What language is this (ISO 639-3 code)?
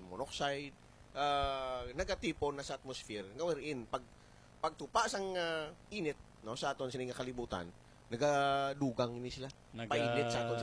hil